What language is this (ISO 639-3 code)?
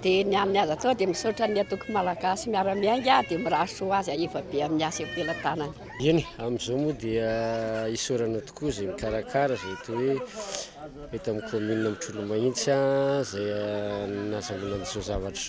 mlg